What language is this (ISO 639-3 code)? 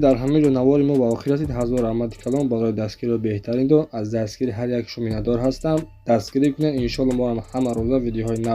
tgk